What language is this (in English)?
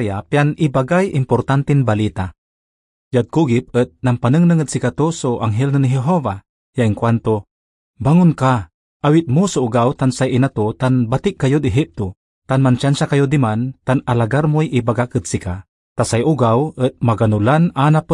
Pangasinan